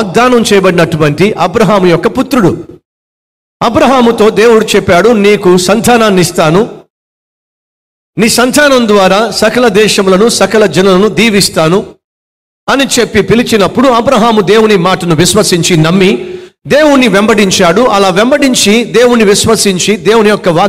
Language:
Telugu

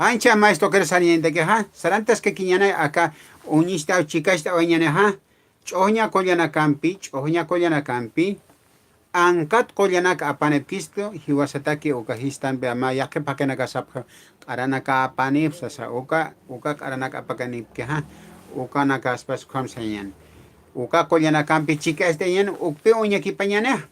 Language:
Aymara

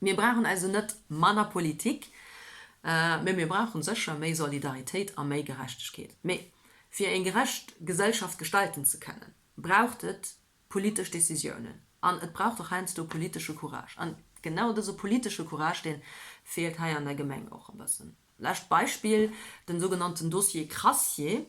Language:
Luxembourgish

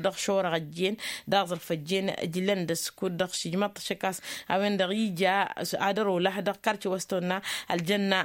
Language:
Tamasheq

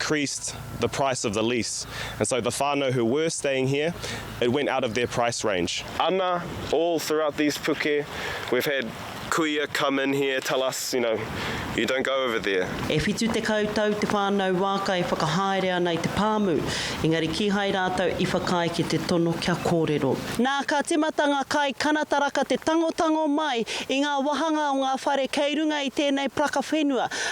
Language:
Māori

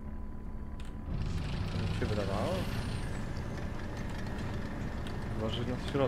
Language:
Polish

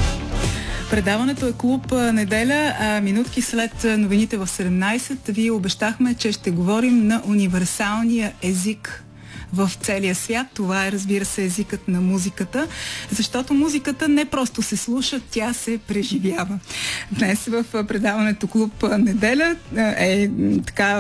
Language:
Bulgarian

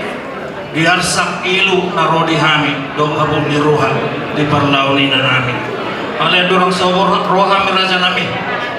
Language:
Batak Toba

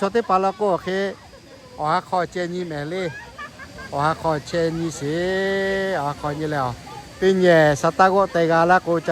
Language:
Lahu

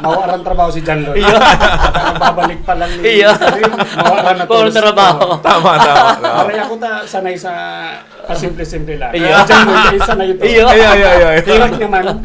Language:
Bikol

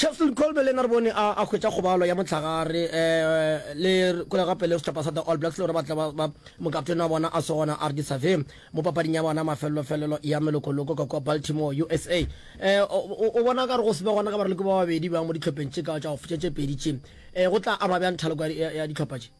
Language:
Northern Sotho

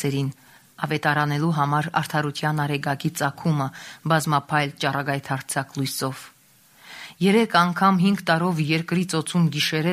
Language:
Armenian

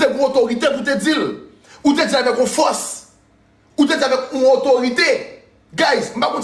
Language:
Haitian Creole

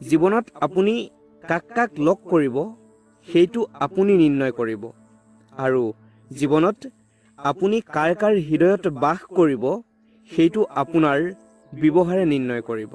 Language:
Assamese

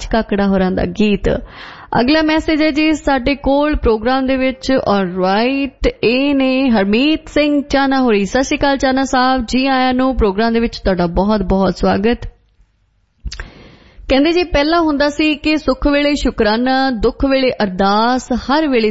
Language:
Punjabi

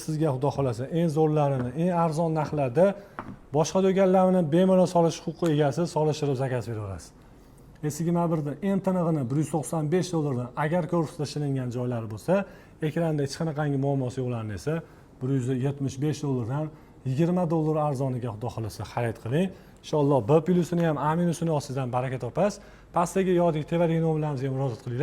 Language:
Uzbek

